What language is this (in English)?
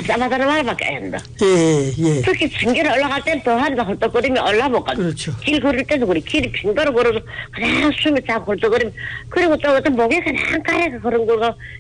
Korean